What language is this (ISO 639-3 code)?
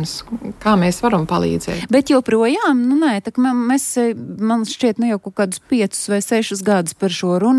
lav